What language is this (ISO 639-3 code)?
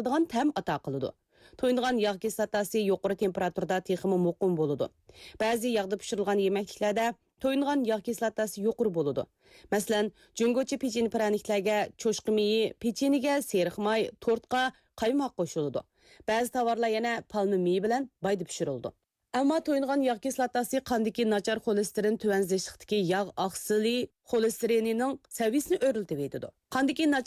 uig